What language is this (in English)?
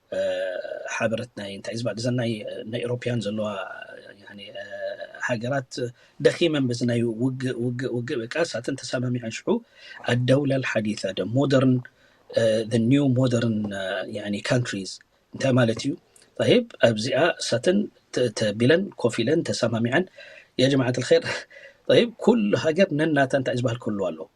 Tigrinya